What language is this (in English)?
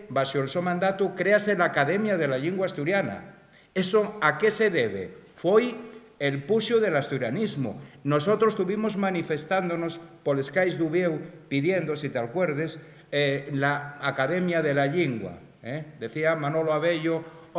Asturian